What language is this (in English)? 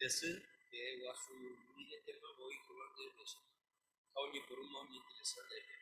Guarani